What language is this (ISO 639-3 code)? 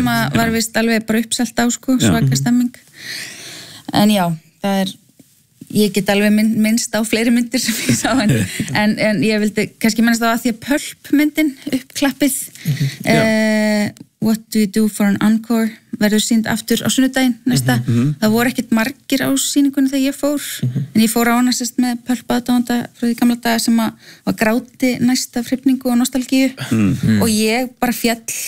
isl